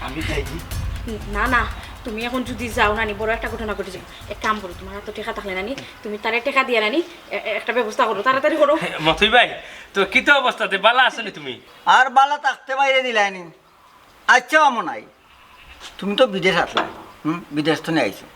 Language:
Sylheti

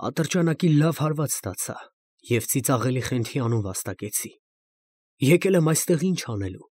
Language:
Armenian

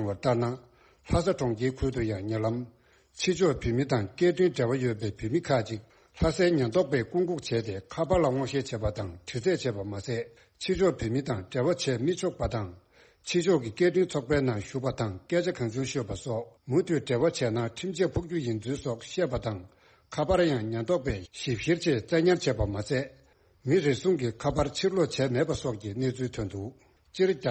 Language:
Tibetan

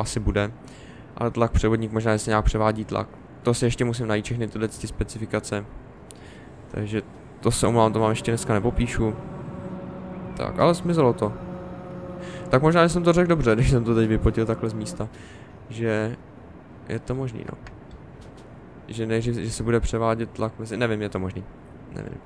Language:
Czech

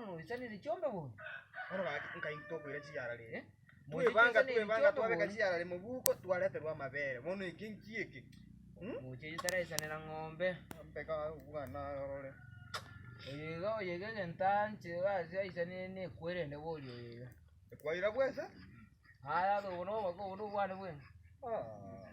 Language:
Gusii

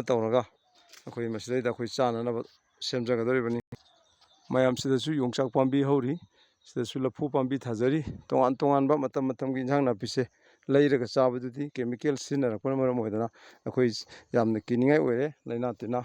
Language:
Manipuri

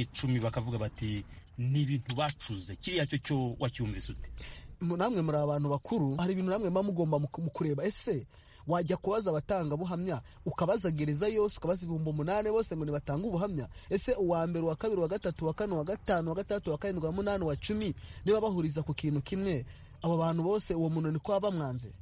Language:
Kinyarwanda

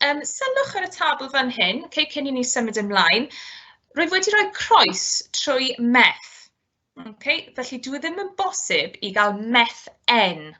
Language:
Welsh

